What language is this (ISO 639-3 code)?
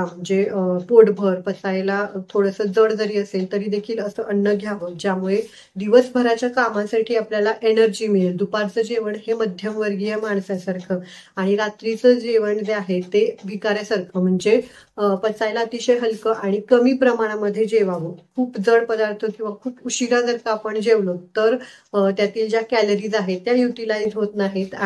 mar